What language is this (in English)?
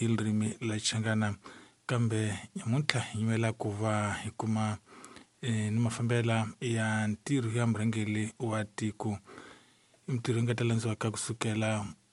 Tsonga